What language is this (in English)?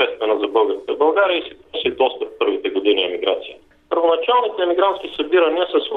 Bulgarian